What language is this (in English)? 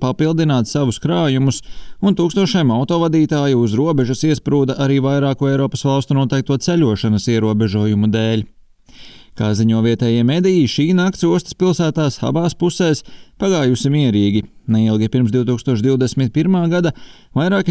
Latvian